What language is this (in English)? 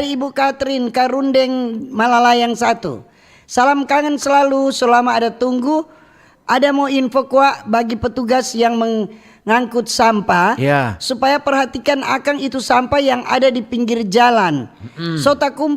Manado Malay